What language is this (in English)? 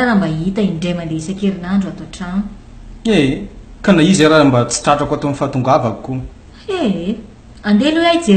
Malagasy